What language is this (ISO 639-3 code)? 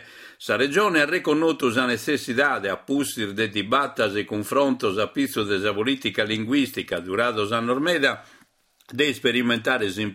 srd